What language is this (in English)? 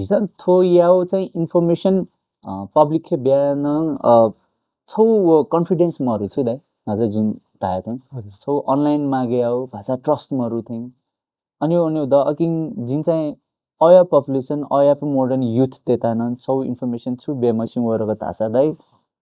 Newari